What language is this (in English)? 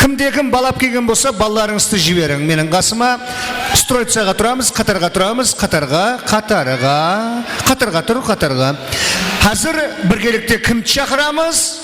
Kara-Kalpak